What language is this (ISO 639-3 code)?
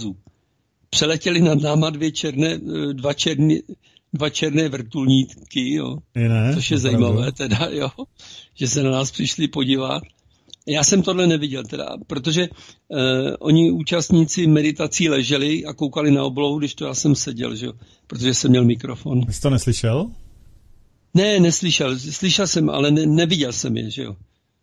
ces